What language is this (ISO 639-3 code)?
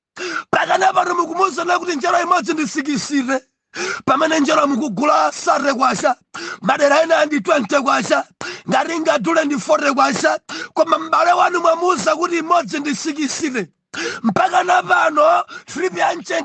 nya